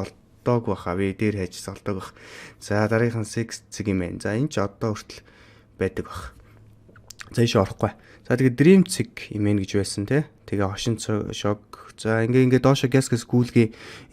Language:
Mongolian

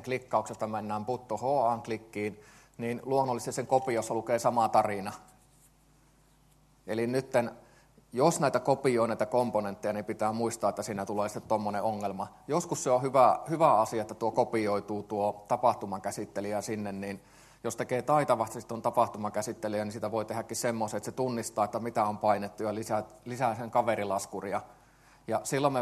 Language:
Finnish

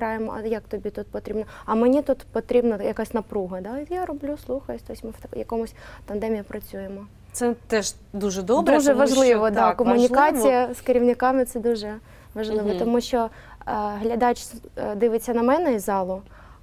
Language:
Ukrainian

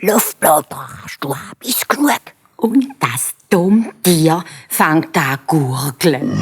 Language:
Swiss German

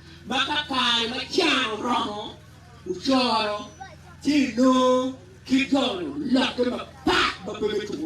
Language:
Acoli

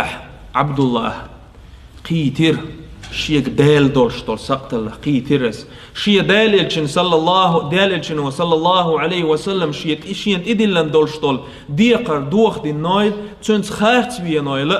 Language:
Chechen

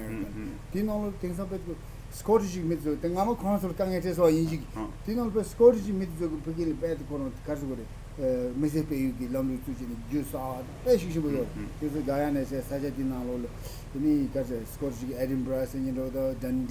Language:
Tibetan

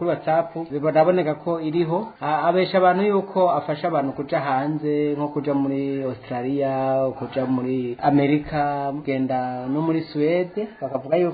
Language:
Rundi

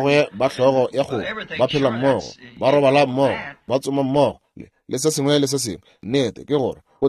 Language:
Northern Sotho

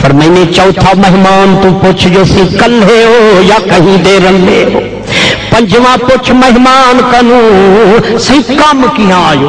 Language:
Saraiki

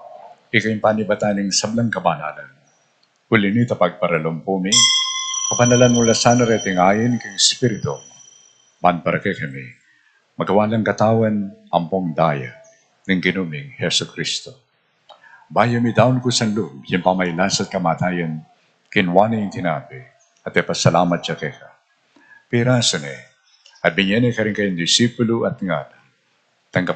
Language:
Pampanga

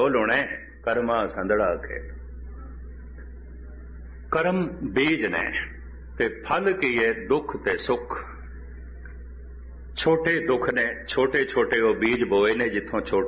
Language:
Punjabi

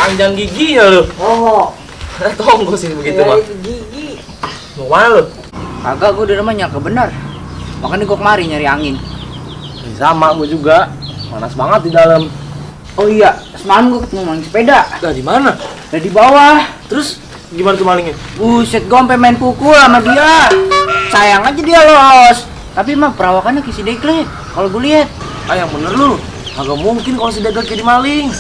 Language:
Betawi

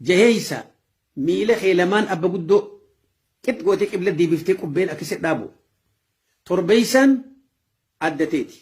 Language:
Oromo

